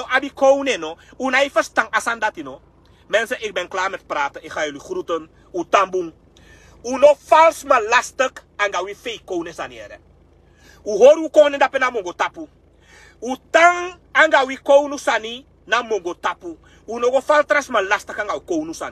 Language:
Sranan Tongo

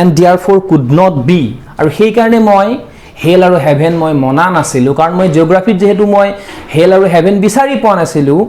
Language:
Assamese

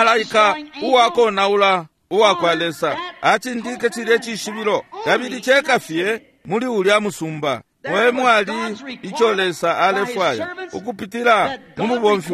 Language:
Bemba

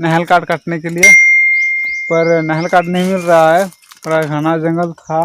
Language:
Santali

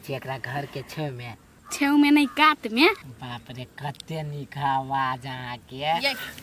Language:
Maithili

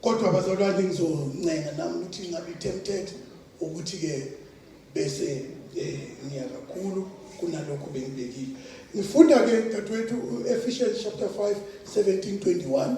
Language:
Zulu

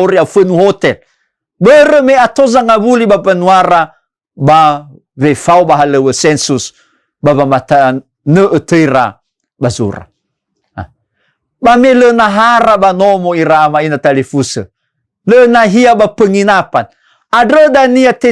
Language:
Nias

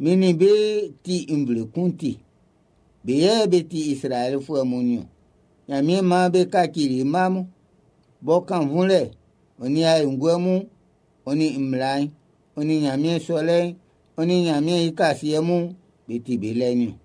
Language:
Baoulé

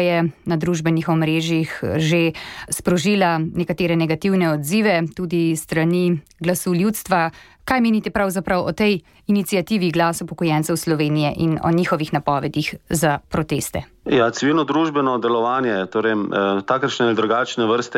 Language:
Slovenian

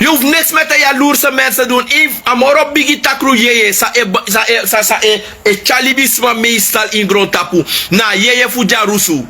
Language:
Sranan Tongo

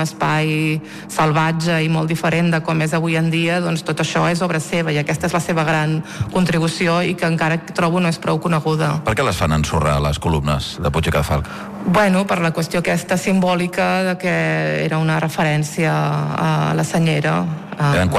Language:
Catalan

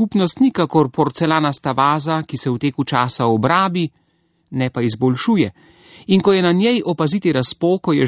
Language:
Slovenian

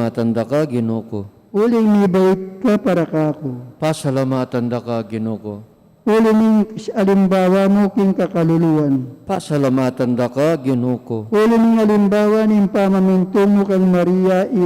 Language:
Pampanga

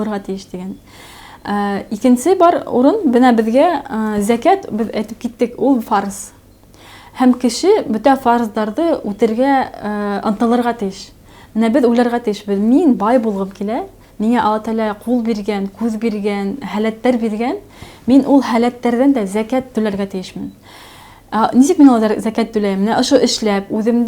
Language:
Bashkir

